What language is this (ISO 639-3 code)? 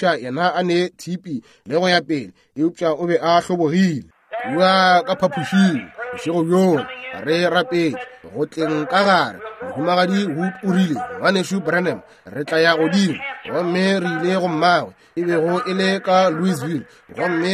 nso